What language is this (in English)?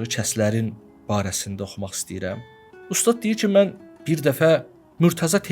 Azerbaijani